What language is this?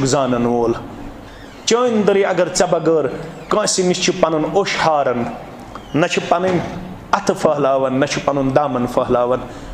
Kashmiri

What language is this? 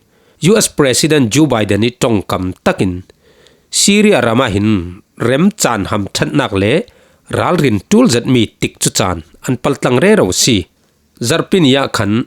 Falam Chin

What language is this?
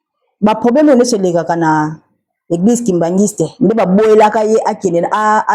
Lingala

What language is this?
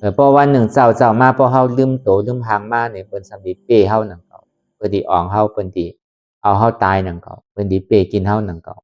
Shan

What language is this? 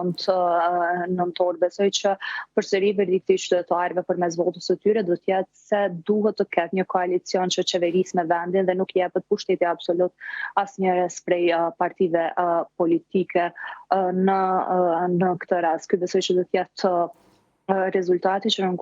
Albanian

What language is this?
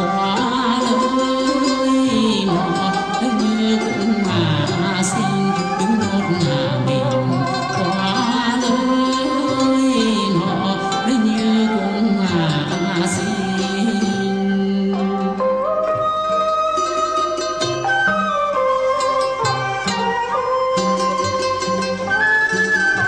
Vietnamese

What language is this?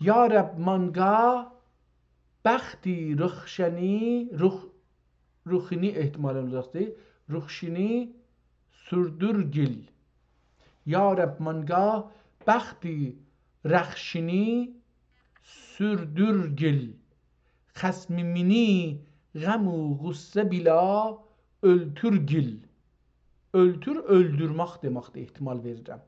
South Azerbaijani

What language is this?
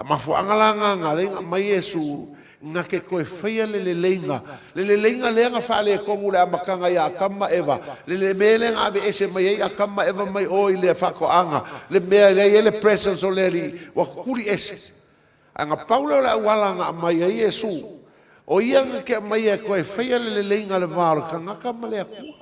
Samoan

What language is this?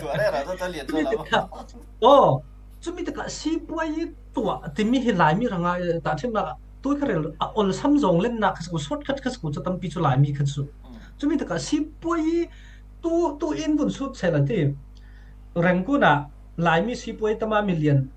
Falam Chin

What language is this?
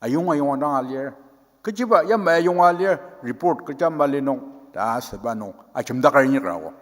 Ao Naga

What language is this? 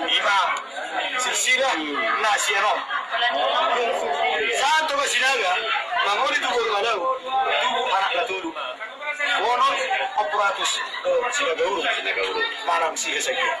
Batak Toba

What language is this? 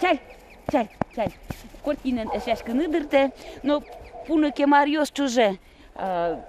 Udmurt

